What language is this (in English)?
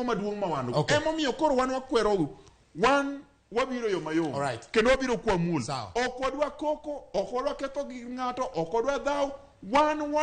Luo (Kenya and Tanzania)